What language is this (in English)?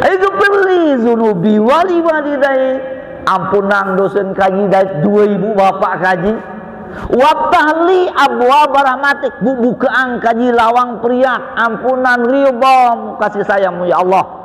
Sasak